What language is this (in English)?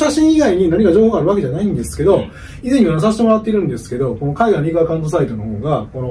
Japanese